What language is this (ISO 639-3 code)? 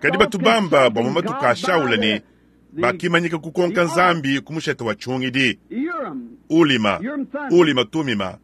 lua